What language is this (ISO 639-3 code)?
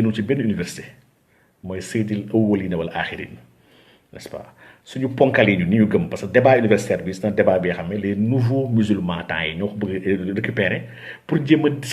wol